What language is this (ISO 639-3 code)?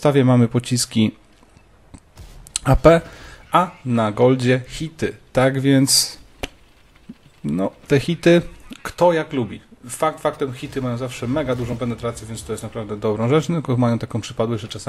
pol